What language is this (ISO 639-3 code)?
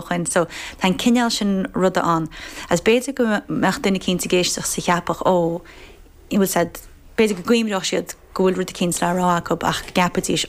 gle